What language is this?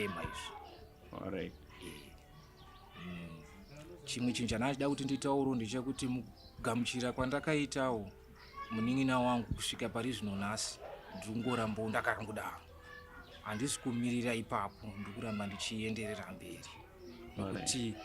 Shona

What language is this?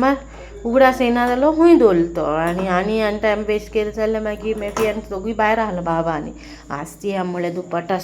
Konkani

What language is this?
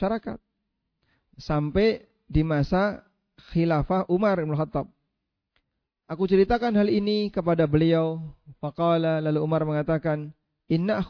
Indonesian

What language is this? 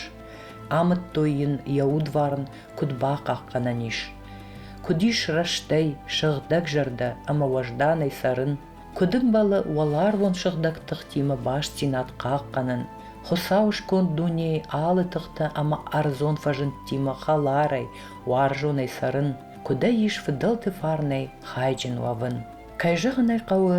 Ossetic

